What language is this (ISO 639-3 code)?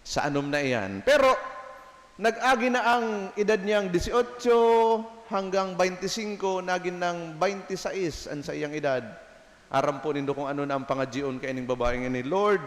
bik